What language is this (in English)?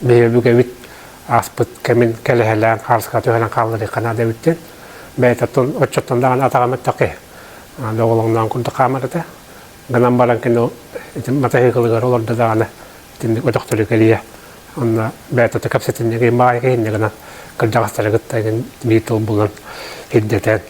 Yakut